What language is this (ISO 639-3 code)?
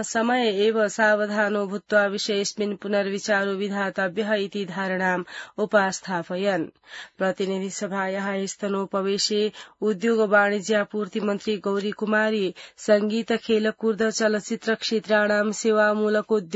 san